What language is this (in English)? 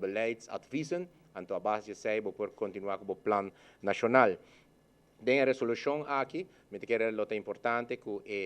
Papiamento